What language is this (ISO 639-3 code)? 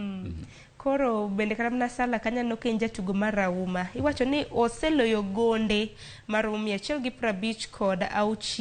luo